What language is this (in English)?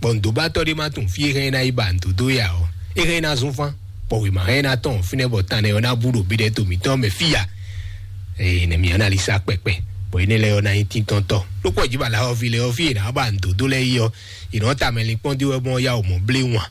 Fon